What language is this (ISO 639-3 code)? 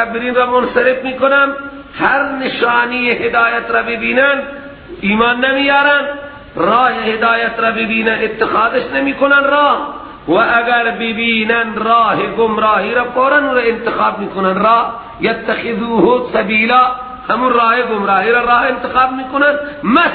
fas